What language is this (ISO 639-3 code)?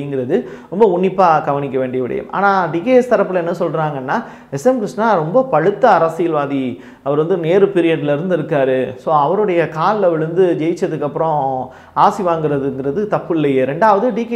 tam